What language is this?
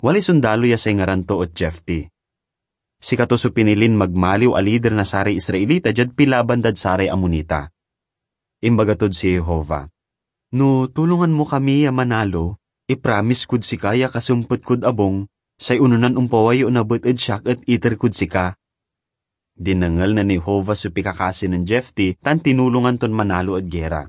Pangasinan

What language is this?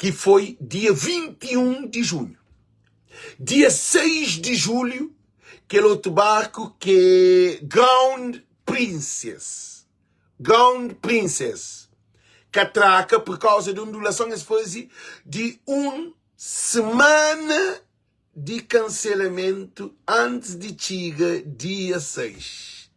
Kabuverdianu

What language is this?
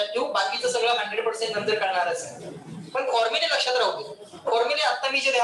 Marathi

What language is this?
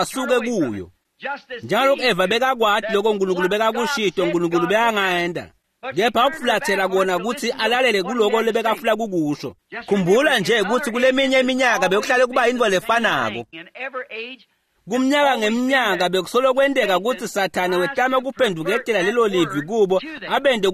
Swati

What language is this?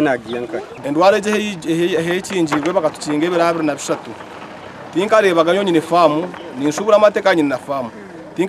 Nyankole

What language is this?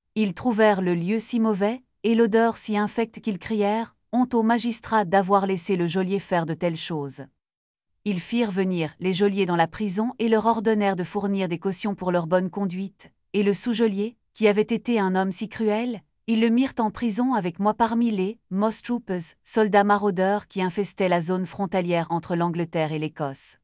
French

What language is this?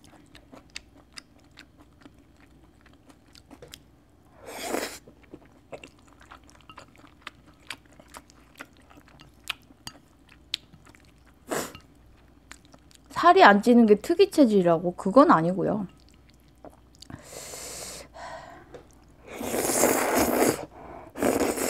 Korean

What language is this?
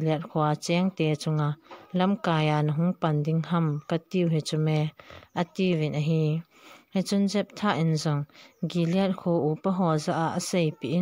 Thado Chin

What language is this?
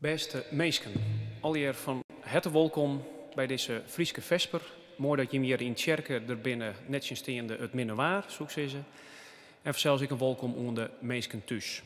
Western Frisian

